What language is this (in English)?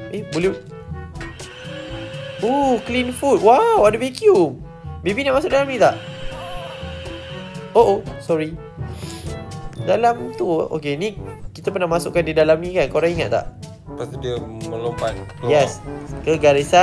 Malay